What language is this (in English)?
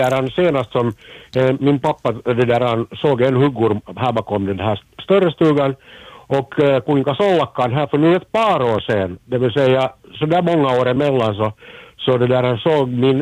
Swedish